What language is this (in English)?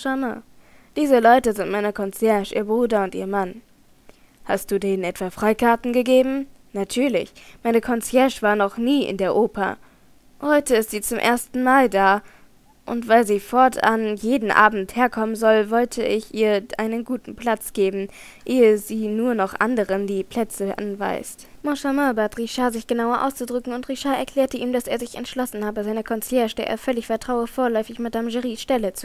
German